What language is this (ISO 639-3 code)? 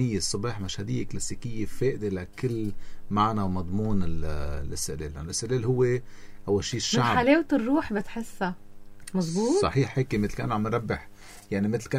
apc